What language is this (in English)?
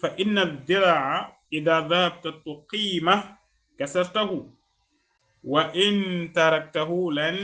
Wolof